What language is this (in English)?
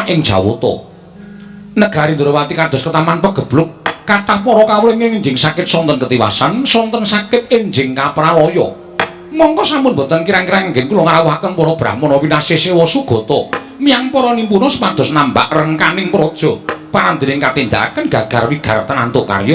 Javanese